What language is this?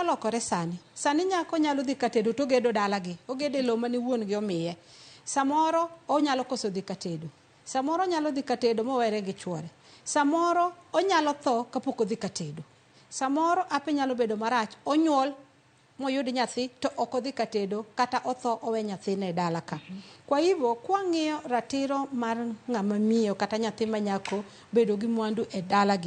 Luo (Kenya and Tanzania)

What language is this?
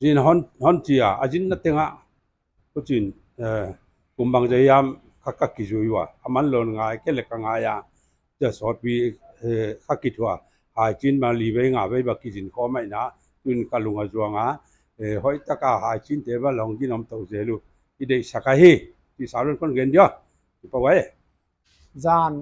Paite Chin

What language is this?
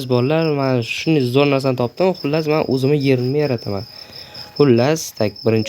Uzbek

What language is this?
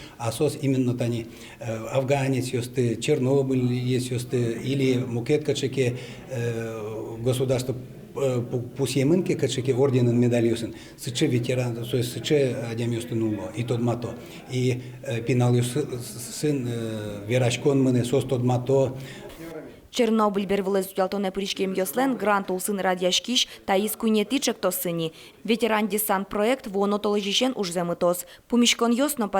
Udmurt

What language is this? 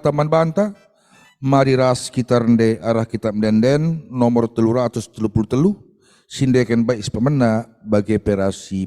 Batak Karo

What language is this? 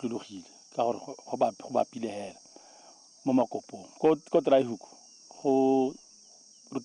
Tswana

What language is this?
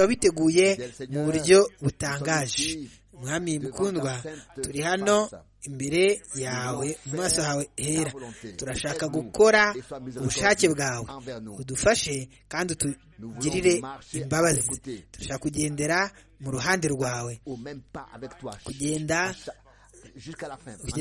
Kinyarwanda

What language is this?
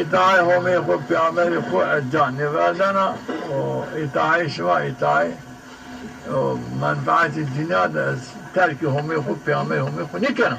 Zaza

